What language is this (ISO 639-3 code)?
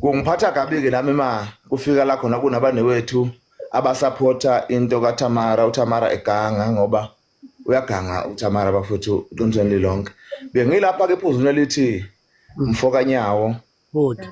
zul